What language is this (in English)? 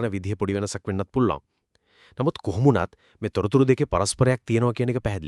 Sinhala